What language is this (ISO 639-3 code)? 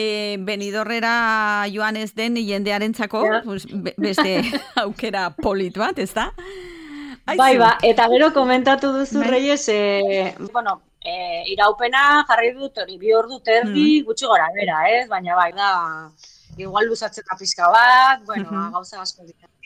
eus